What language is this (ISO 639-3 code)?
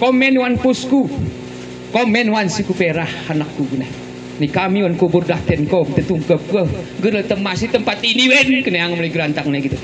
gay